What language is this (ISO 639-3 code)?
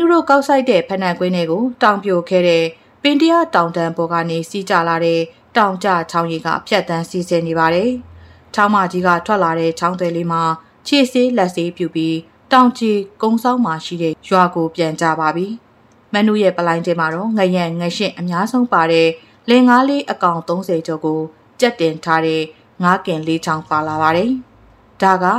mya